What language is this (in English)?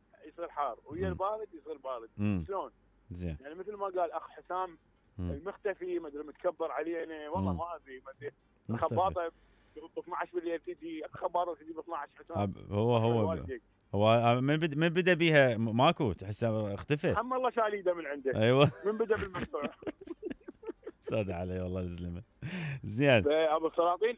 Mesopotamian Arabic